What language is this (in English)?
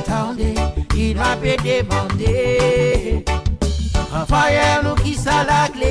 Seselwa Creole French